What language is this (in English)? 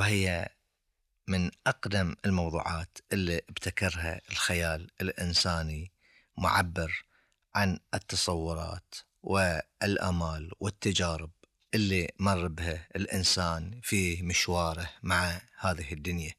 Gulf Arabic